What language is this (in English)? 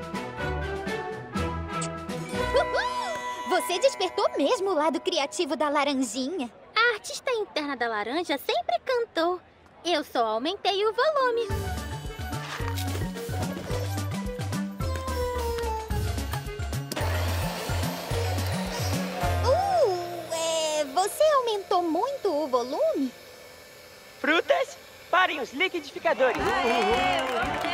Portuguese